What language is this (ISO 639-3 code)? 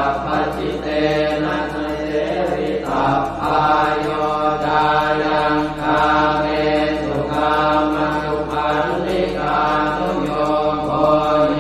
pli